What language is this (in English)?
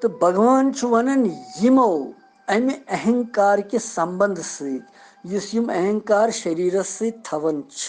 Kashmiri